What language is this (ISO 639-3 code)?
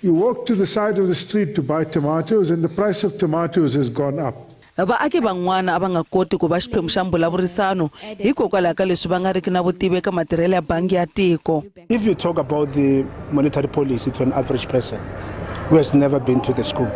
tso